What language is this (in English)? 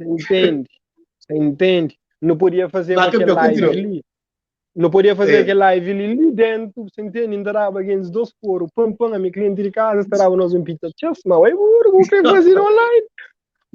Kabuverdianu